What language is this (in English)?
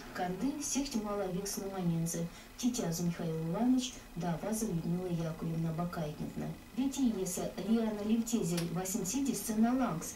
Erzya